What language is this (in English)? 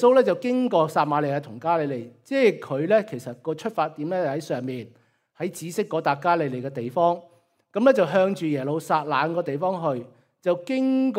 Cantonese